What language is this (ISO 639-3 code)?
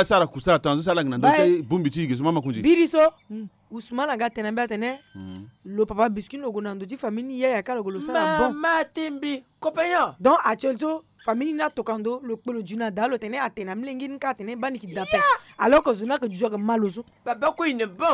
sag